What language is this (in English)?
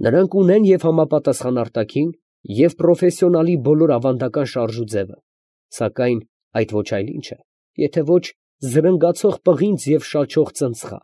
Armenian